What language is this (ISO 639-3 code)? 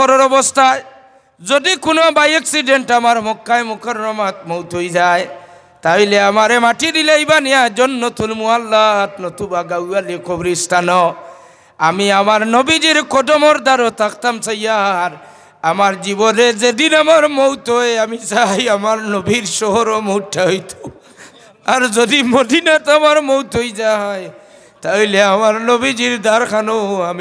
syl